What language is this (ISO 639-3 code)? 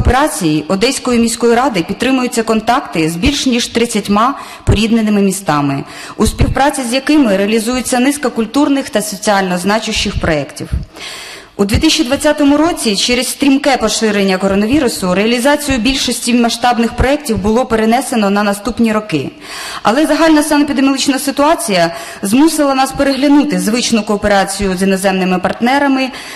ukr